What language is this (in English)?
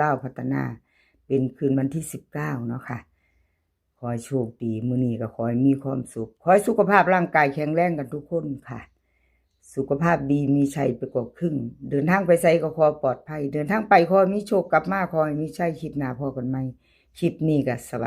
Northeastern Thai